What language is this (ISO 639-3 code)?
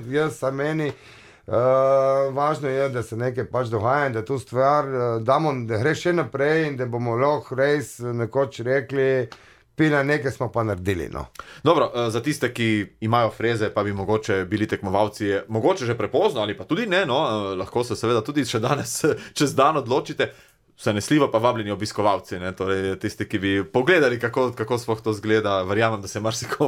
slv